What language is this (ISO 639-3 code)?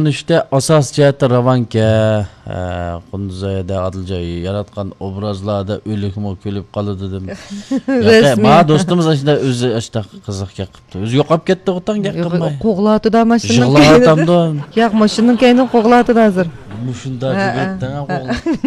uig